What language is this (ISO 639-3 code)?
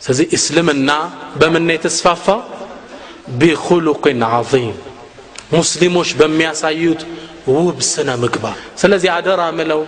amh